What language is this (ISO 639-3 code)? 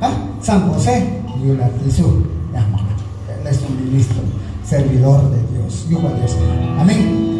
kjb